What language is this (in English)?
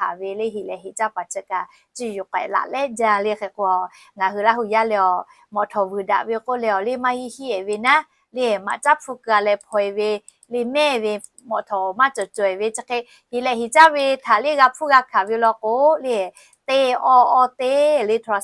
Lahu